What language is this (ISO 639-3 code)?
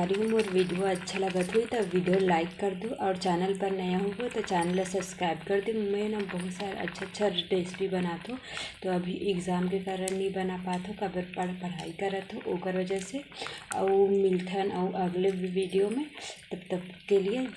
hne